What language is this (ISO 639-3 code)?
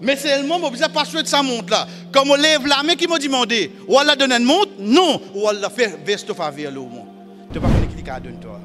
mfe